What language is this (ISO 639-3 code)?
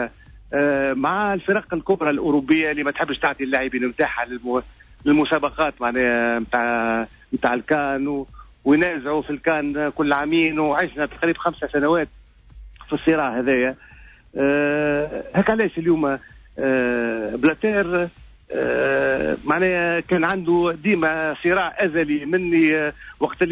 aeb